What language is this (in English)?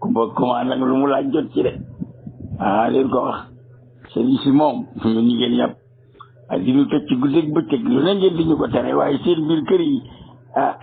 Wolof